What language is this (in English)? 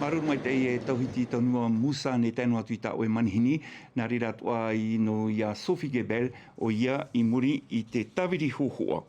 Tahitian